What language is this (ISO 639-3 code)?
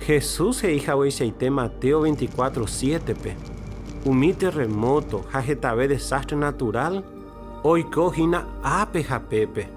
grn